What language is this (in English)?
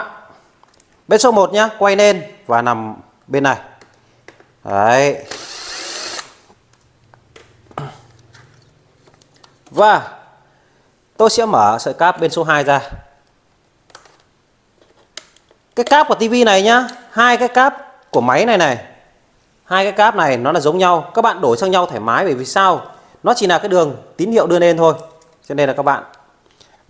Vietnamese